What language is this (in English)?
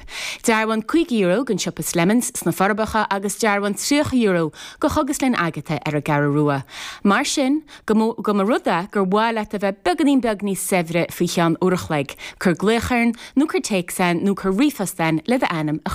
Irish